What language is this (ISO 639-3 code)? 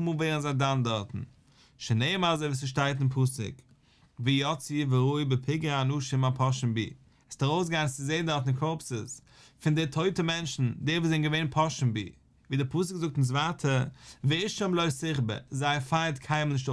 yid